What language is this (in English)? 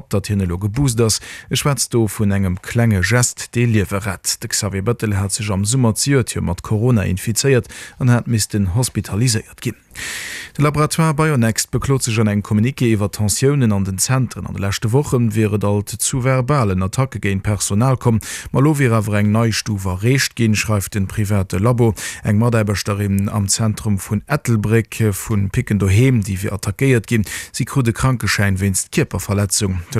Luxembourgish